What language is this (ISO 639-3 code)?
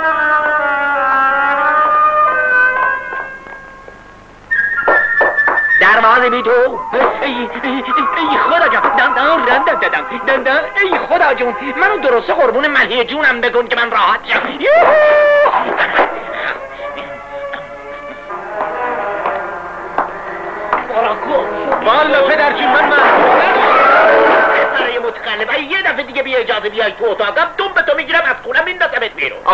fas